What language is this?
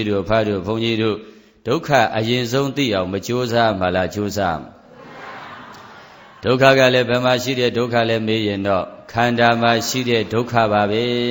Burmese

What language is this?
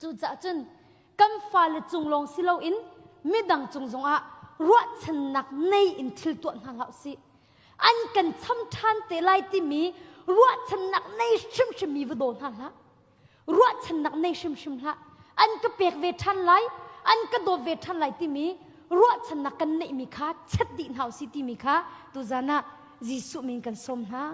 Hakha Chin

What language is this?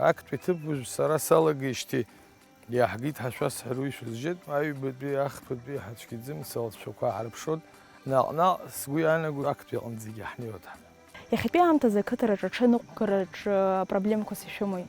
Abkhazian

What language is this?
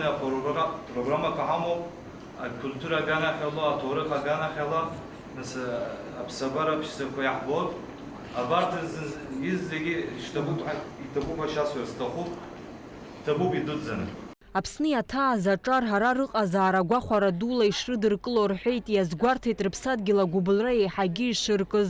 Abkhazian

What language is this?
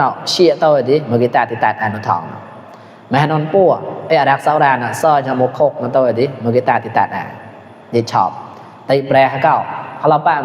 Mon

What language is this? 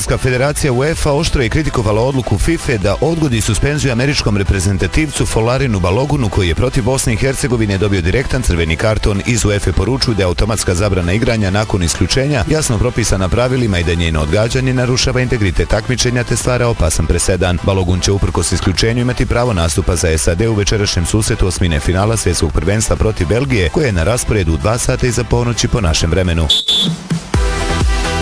Bosnian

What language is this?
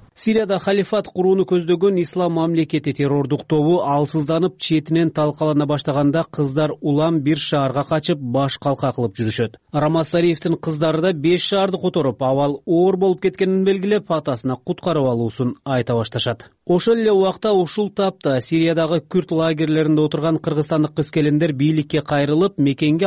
Kyrgyz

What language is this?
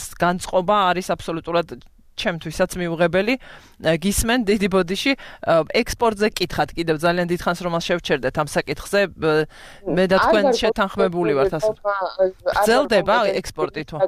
Georgian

